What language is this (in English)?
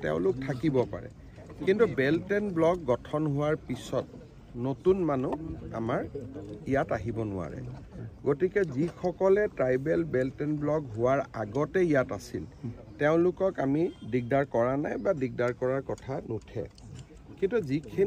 Assamese